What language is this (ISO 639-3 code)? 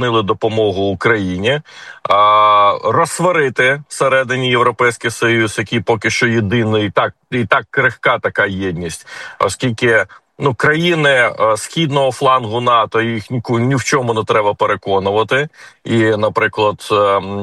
ukr